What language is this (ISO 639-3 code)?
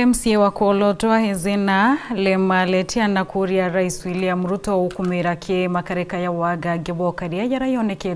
mer